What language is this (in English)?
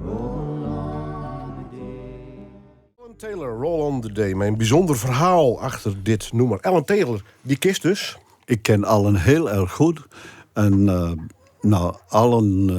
Western Frisian